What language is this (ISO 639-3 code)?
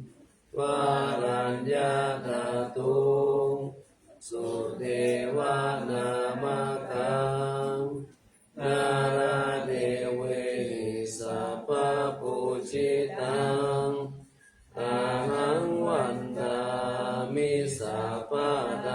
pli